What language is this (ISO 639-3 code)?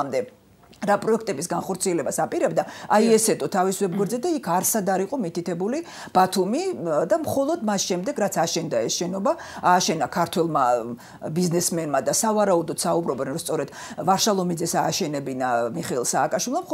kat